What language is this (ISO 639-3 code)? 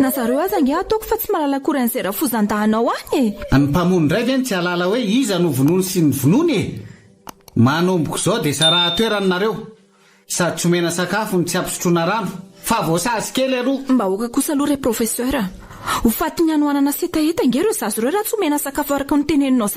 mlg